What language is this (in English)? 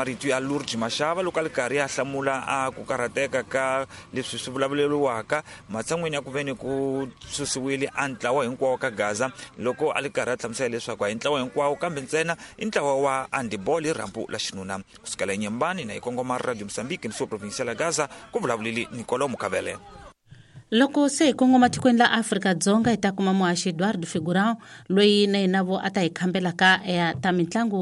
Tsonga